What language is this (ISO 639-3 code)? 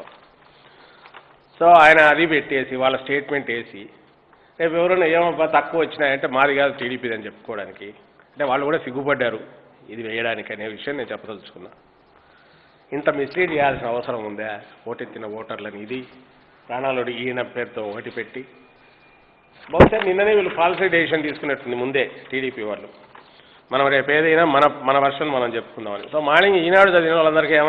tel